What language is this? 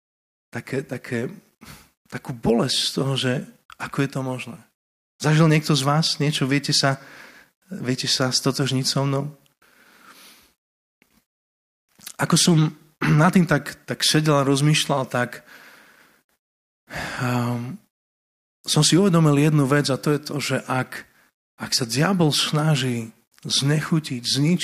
Slovak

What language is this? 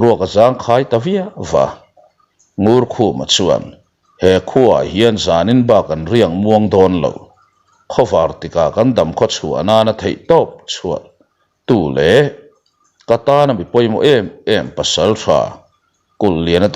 Mizo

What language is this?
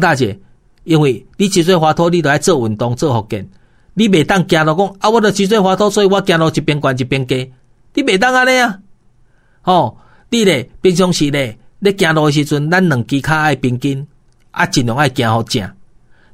Min Nan Chinese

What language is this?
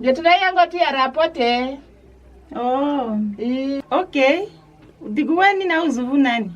Kwangali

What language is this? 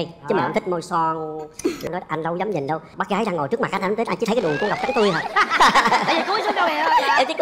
Vietnamese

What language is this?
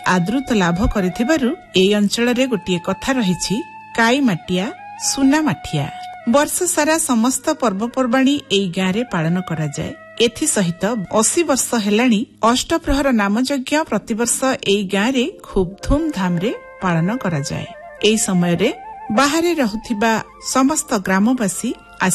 Odia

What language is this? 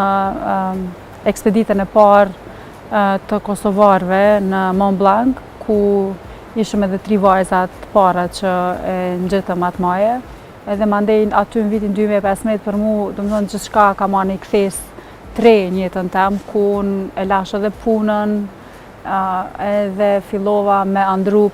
Albanian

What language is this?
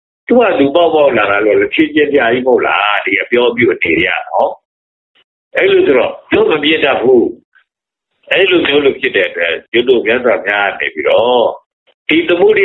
Burmese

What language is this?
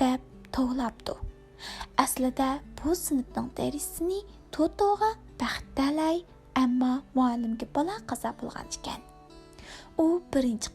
Uyghur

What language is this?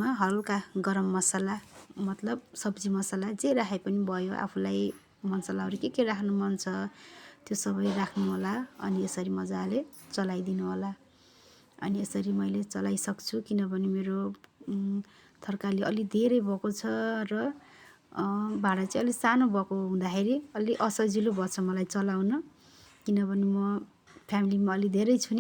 Nepali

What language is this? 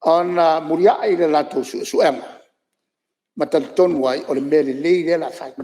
Samoan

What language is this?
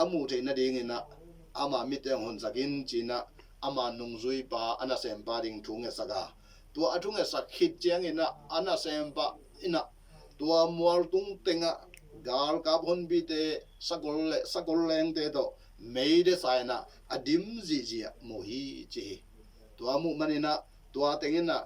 Tedim Chin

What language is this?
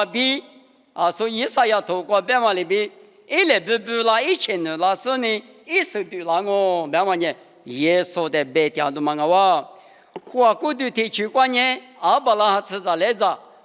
Lisu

